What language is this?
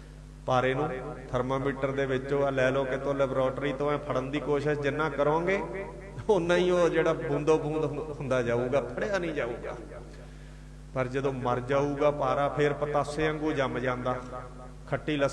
Punjabi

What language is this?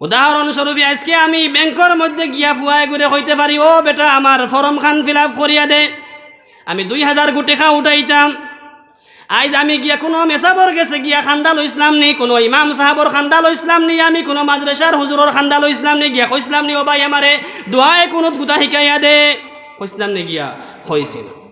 Sylheti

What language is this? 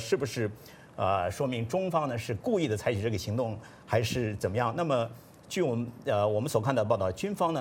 Chinese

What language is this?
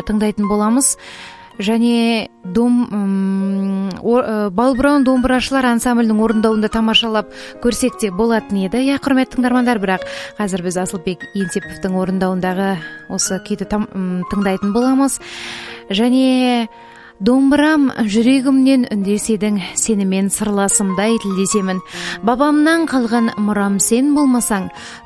Kazakh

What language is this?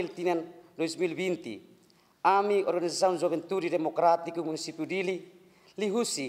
Tetum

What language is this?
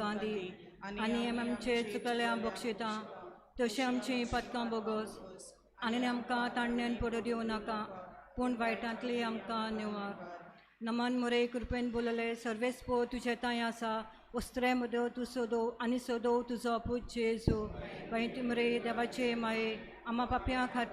Konkani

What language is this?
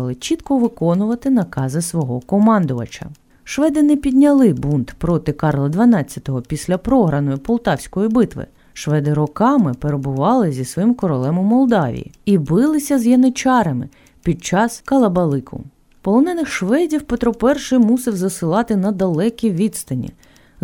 Ukrainian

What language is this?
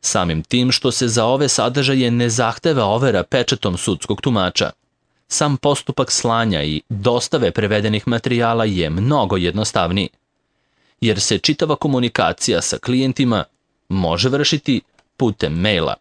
Serbian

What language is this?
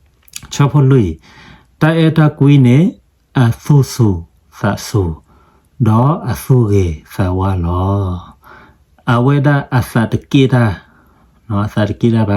S'gaw Karen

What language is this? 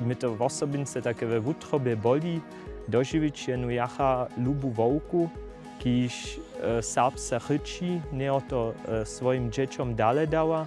Upper Sorbian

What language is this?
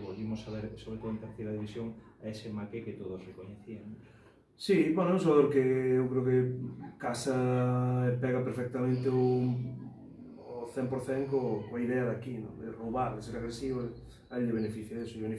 Galician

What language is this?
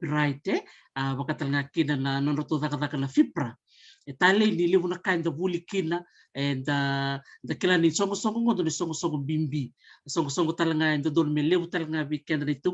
Fijian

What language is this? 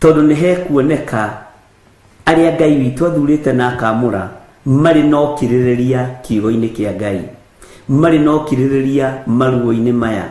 Kikuyu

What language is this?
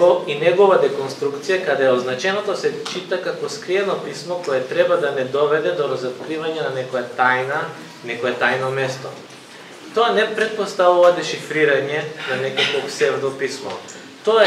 Macedonian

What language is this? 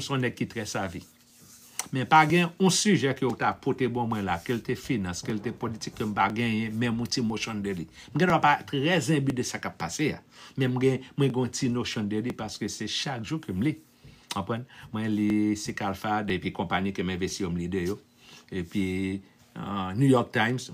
Haitian Creole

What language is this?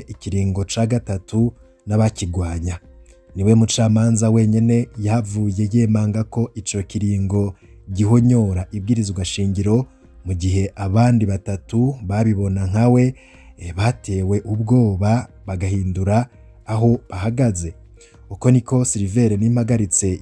Rundi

